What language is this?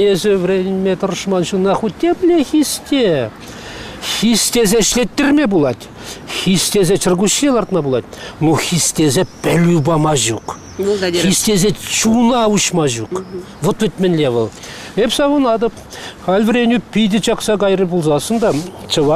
Chuvash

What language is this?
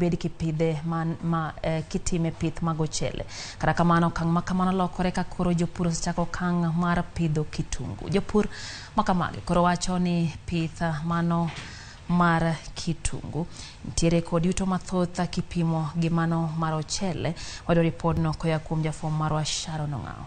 Luo (Kenya and Tanzania)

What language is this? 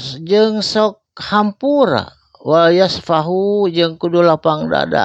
Sundanese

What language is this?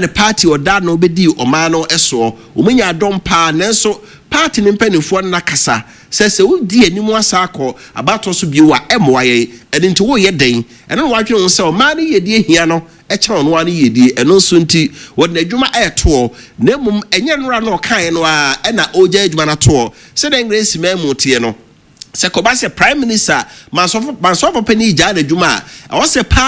Akan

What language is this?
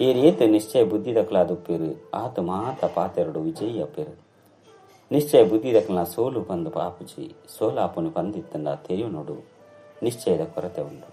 Tulu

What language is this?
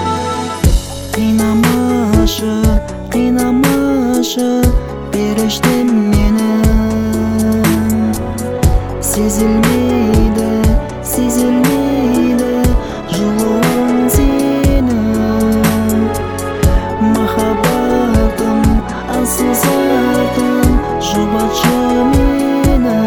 Kazakh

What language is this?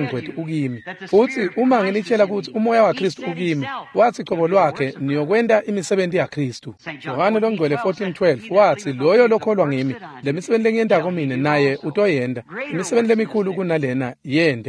Swati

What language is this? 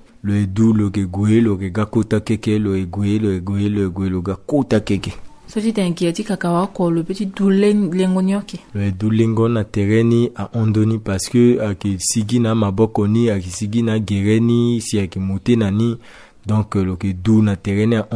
Sango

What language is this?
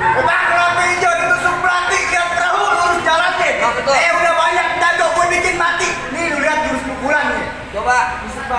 Betawi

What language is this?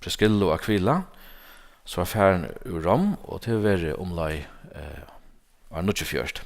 Faroese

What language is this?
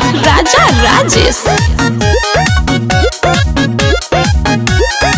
Bhojpuri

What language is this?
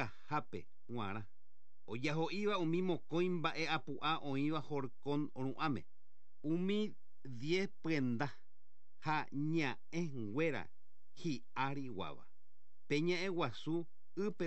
Guarani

